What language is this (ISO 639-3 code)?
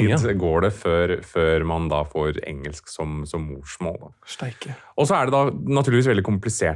nor